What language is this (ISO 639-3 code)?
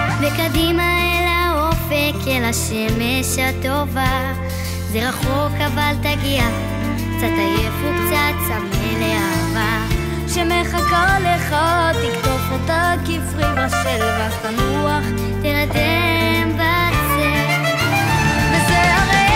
heb